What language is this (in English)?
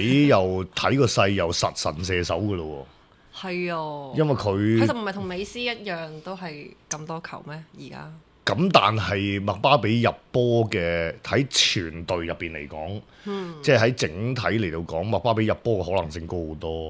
Cantonese